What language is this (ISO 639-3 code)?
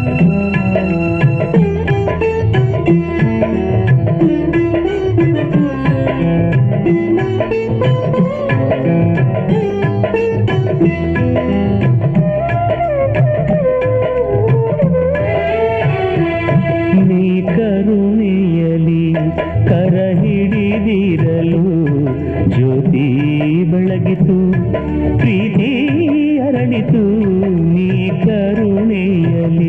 kan